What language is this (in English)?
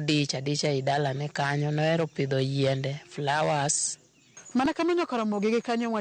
Luo (Kenya and Tanzania)